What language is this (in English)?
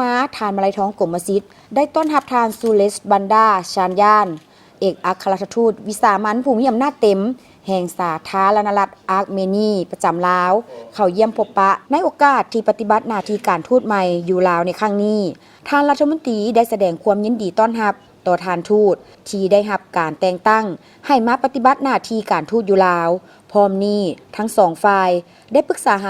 Lao